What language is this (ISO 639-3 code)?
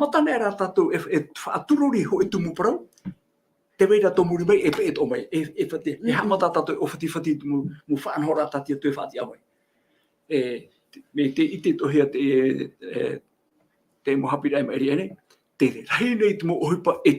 tah